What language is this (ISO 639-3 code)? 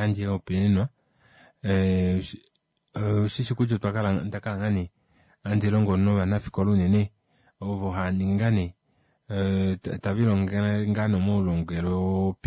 kua